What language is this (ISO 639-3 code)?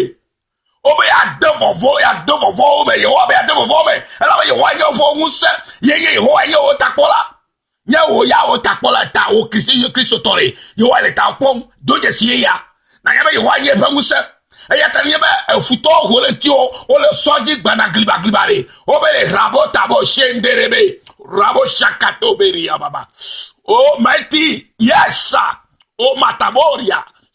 ewe